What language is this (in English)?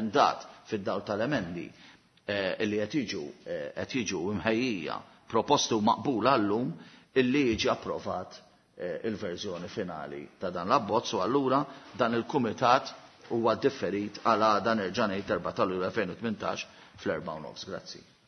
Maltese